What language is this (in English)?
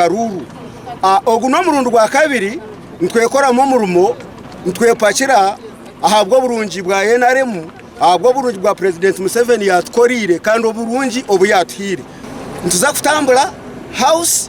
Nyankole